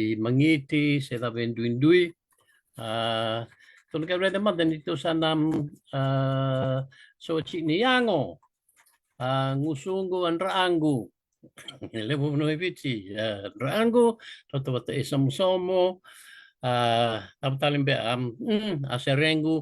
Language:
Fijian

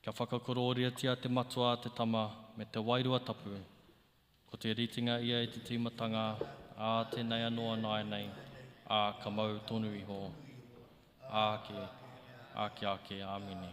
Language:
Māori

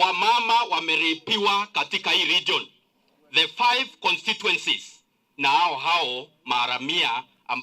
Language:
Meru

